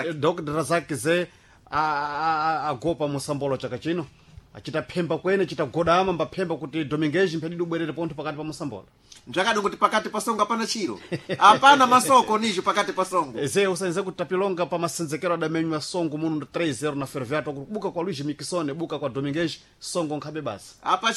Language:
Sena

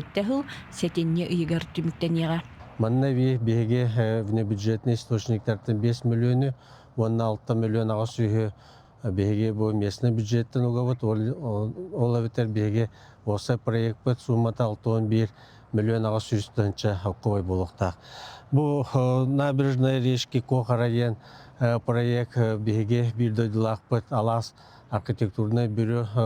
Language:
Yakut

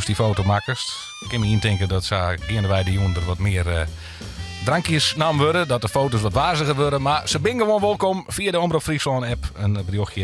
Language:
Western Frisian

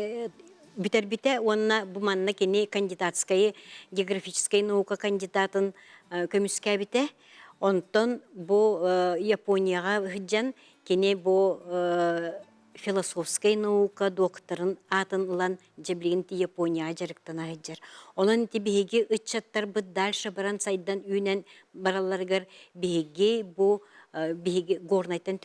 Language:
Yakut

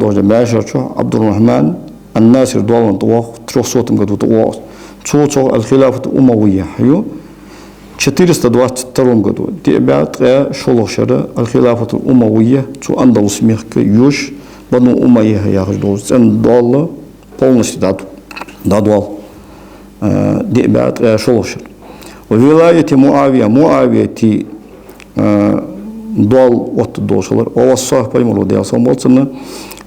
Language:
Ingush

